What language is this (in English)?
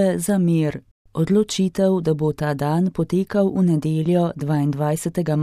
Slovenian